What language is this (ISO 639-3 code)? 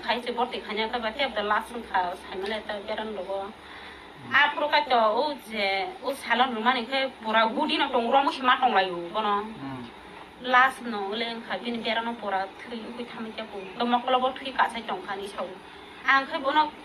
trp